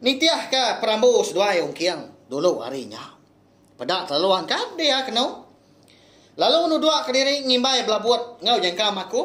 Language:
Iban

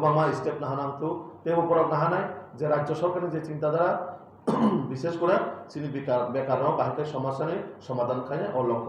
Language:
Kok Borok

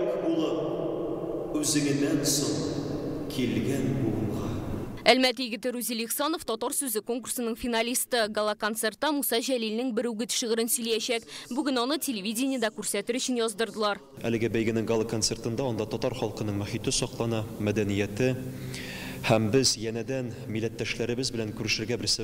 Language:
Tatar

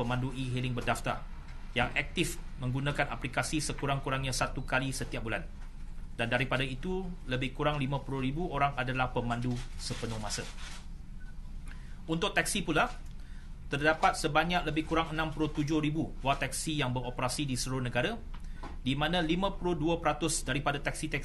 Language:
Malay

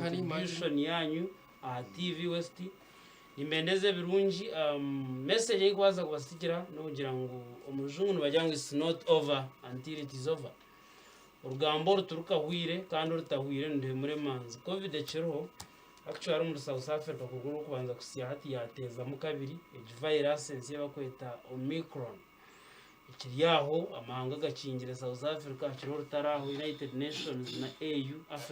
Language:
Nyankole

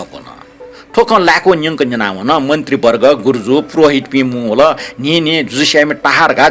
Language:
Newari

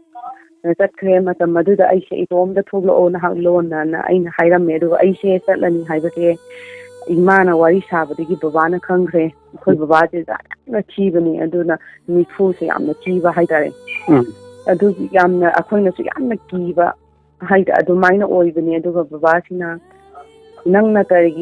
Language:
Manipuri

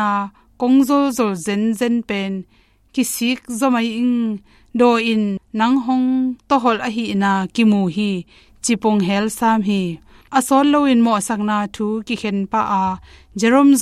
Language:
Tedim Chin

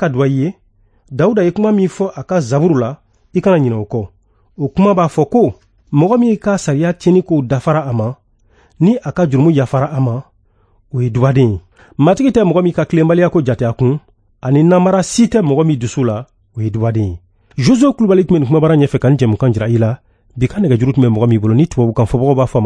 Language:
Bambara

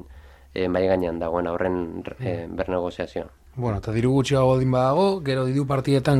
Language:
Basque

